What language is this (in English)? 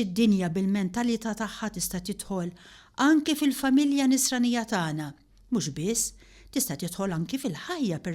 Maltese